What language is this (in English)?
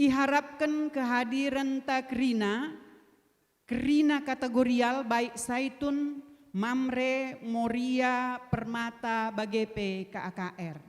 Batak Karo